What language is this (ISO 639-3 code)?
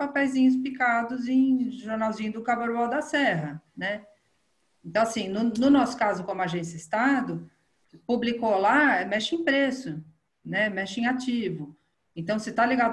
por